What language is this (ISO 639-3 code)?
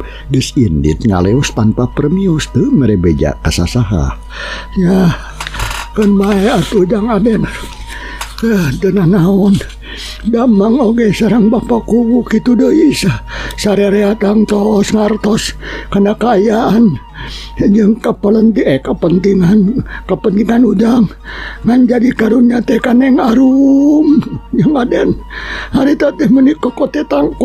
sun